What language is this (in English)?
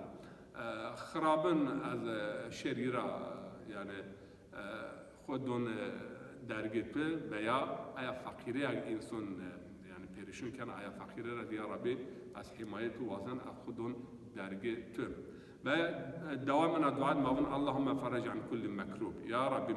Zaza